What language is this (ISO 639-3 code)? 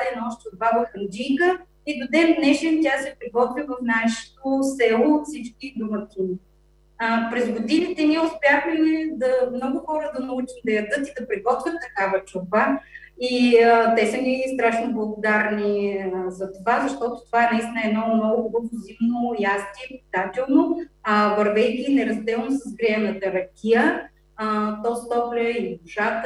bul